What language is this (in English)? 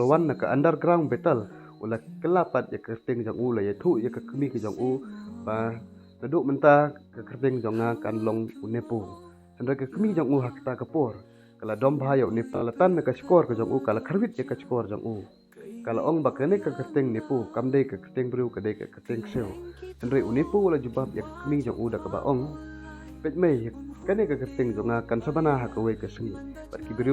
Khasi